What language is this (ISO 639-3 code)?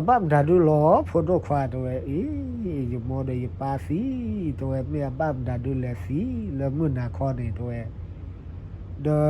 ksw